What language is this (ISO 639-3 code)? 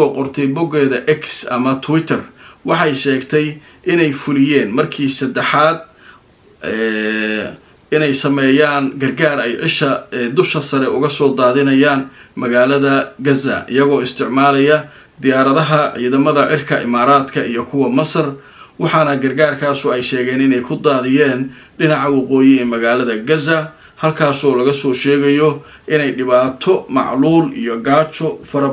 som